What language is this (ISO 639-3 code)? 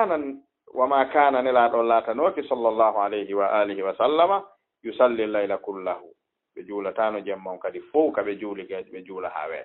ful